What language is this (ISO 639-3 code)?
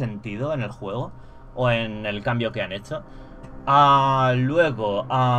spa